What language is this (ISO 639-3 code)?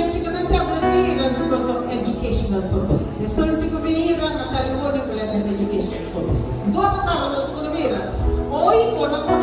fij